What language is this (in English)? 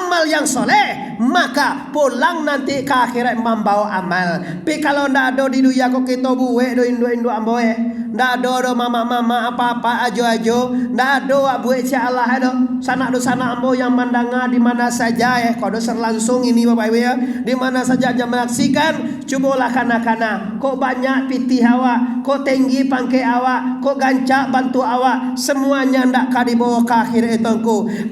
Minangkabau